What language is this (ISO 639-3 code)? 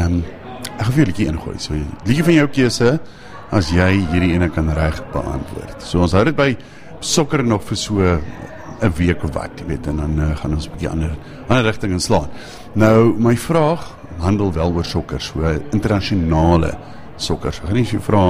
afr